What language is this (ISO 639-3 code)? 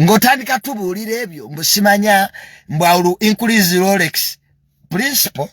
lug